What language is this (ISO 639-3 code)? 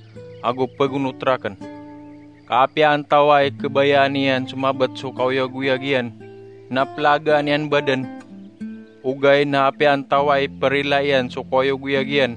mrw